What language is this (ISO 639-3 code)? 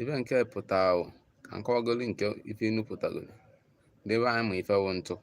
ibo